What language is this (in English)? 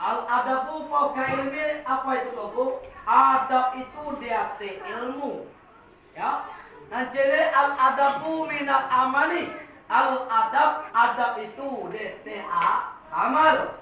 Minangkabau